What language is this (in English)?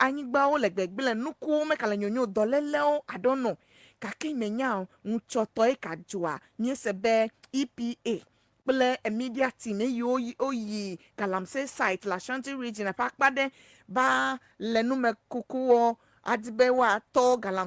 Ewe